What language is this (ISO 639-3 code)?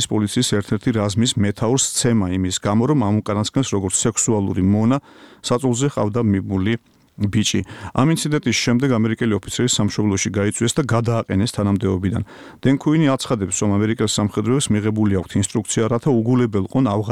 kat